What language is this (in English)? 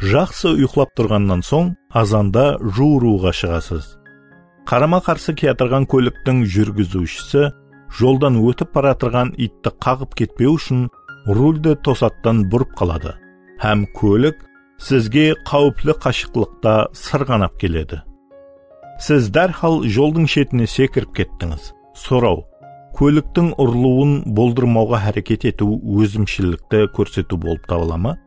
Kara-Kalpak